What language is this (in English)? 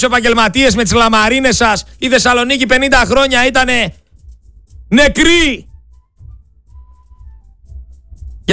Greek